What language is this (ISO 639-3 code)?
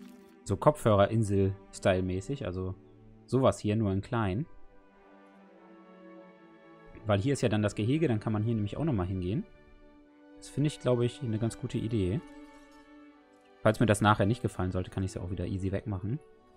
deu